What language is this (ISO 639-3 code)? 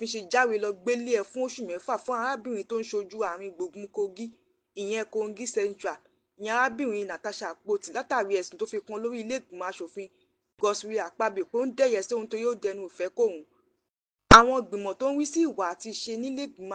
yor